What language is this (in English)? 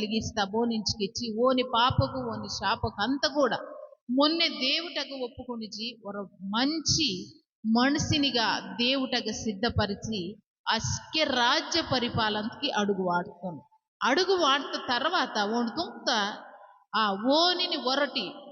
Koya